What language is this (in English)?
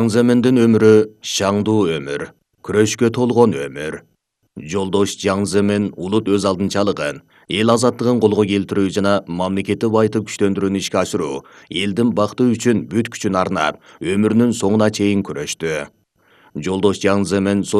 Kyrgyz